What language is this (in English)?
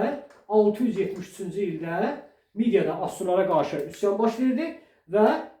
Azerbaijani